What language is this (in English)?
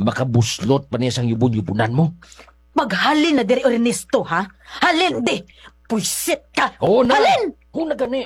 Hiligaynon